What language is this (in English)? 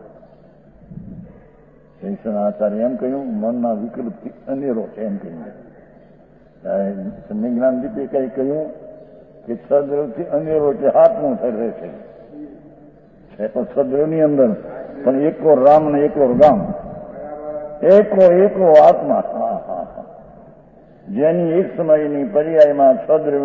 Gujarati